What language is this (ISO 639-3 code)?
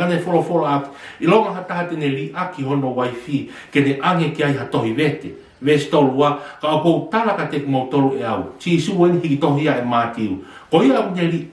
ton